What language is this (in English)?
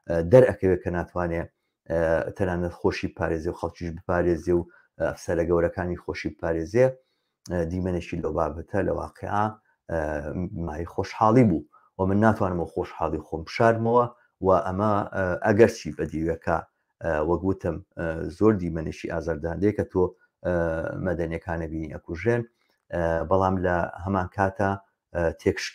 Central Kurdish